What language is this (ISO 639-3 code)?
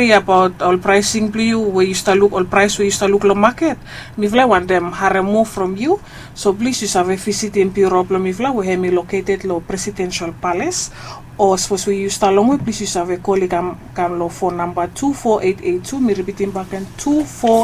bis